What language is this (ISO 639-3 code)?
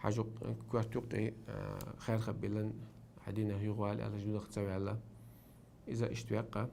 che